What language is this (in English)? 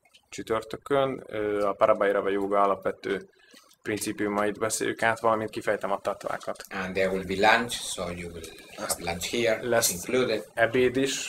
Hungarian